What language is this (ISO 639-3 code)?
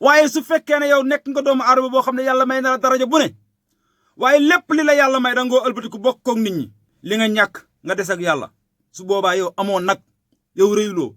wol